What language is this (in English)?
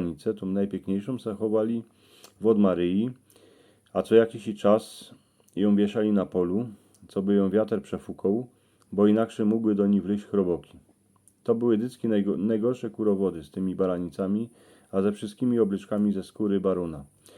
Silesian